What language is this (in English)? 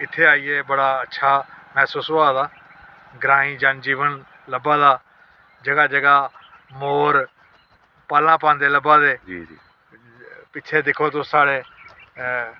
Dogri